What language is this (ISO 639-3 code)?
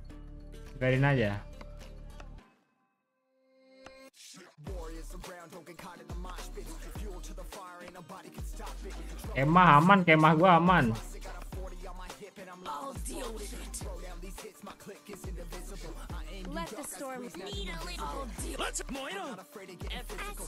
ind